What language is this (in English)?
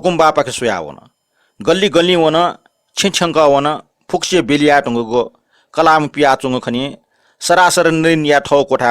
Newari